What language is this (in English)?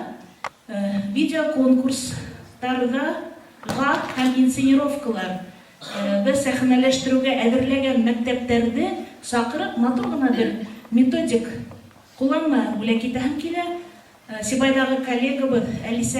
Bashkir